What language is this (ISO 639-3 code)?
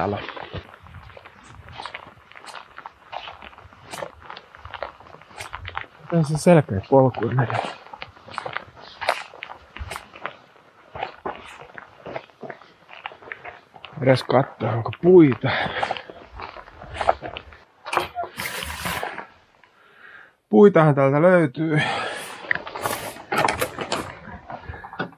fin